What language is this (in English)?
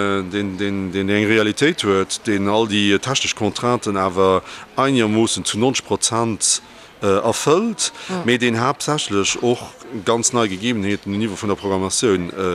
Luxembourgish